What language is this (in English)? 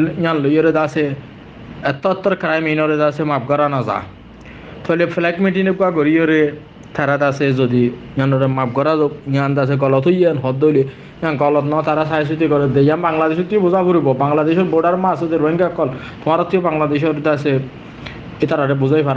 Rohingya